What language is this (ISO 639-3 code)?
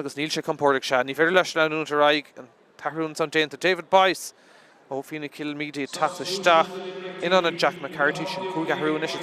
gle